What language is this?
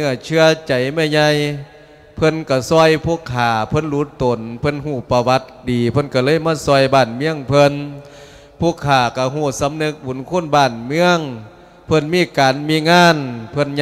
Lao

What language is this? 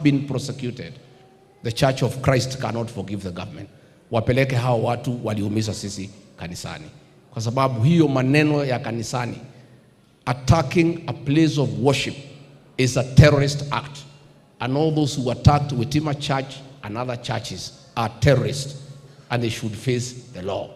Gusii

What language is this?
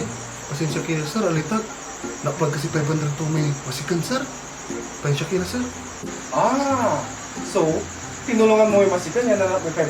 Pangasinan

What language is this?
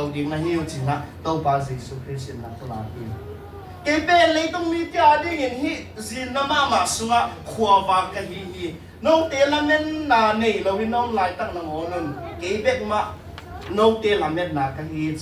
Tedim Chin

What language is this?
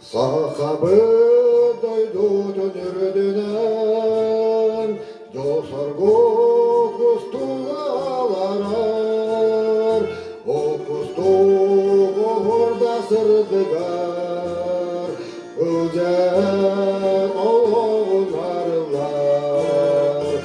Yakut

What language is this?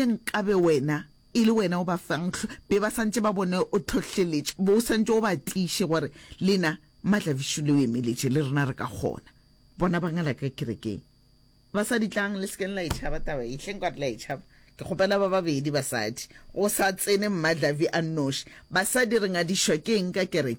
Northern Sotho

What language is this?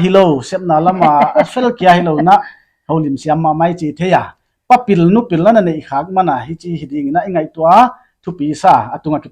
Paite Chin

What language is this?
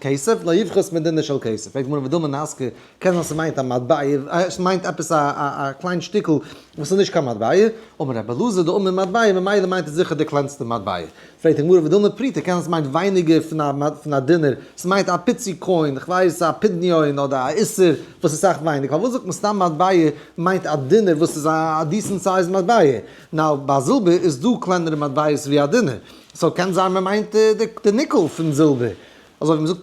Yiddish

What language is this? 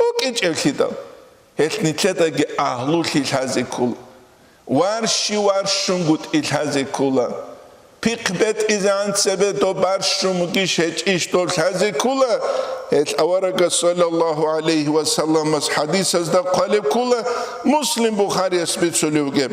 Avaric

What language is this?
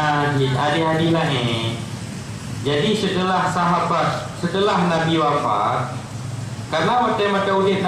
Achinese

